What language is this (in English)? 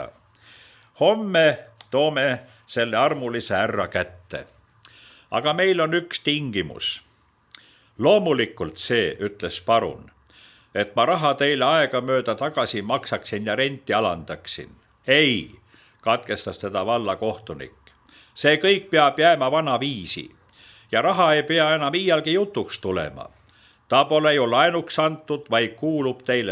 Estonian